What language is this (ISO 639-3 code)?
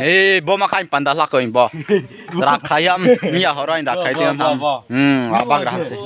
ria